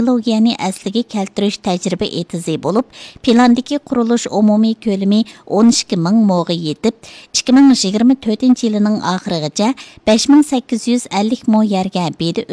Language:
Uyghur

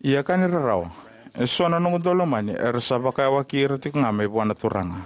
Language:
Fijian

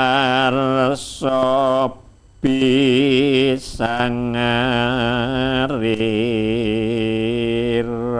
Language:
Javanese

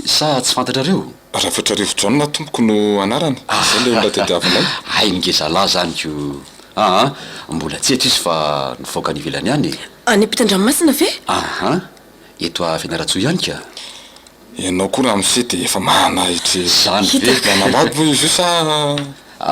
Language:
Malagasy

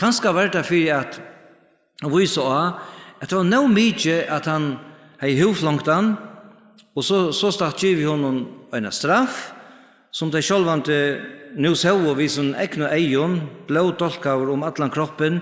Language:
Faroese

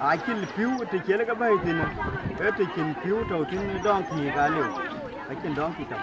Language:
Dinka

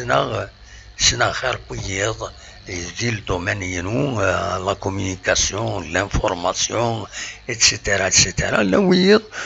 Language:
Kabyle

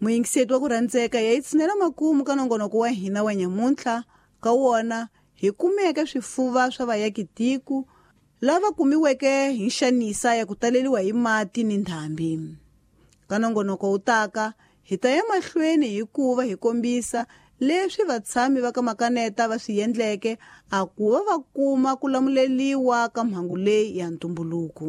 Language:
Tsonga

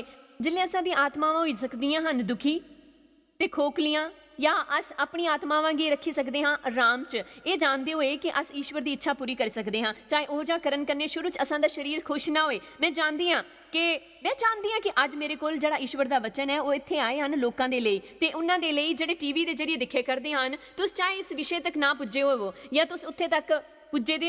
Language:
Dogri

